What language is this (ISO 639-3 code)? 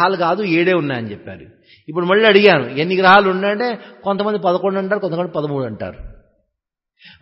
tel